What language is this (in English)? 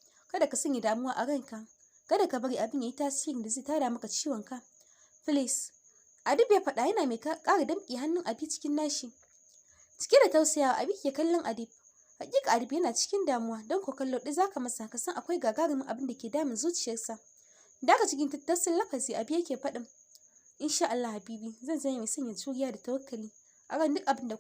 Hausa